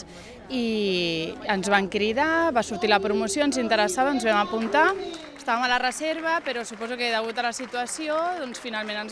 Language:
Catalan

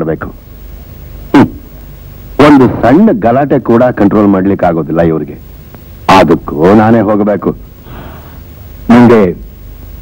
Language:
Kannada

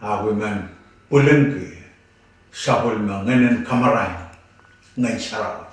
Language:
Pohnpeian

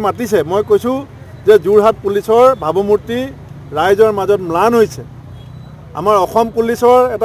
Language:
Assamese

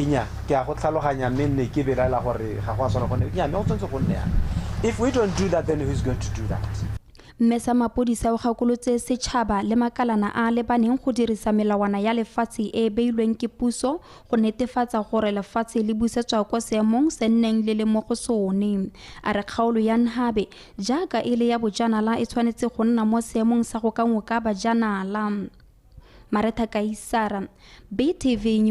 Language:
Tswana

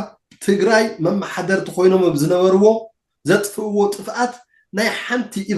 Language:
Tigrinya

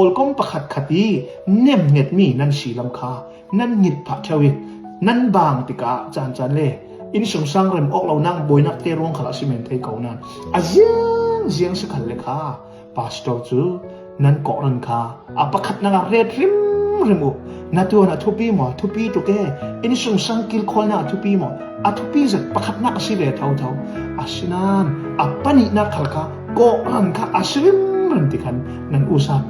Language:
Falam Chin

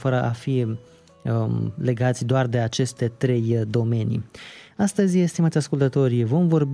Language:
Romanian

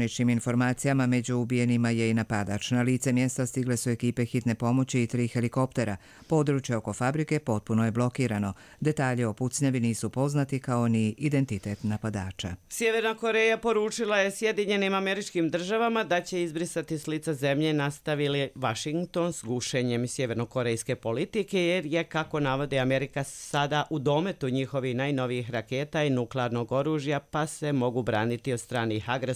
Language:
Croatian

